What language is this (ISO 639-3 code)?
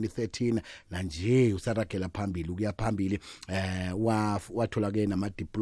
nbl